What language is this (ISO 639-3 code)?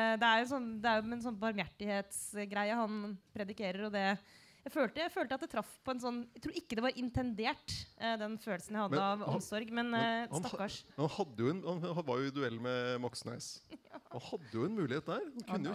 nor